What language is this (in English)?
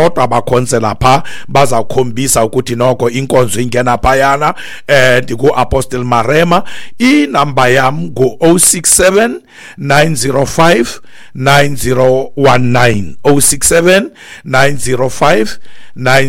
Xhosa